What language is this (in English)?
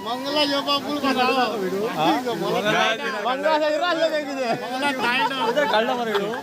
Konkani